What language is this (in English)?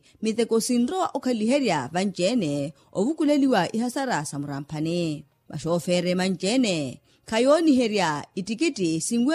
Makhuwa